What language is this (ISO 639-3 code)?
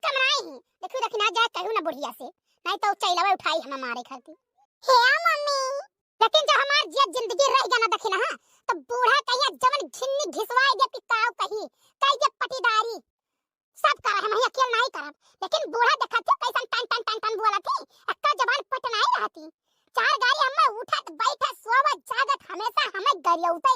awa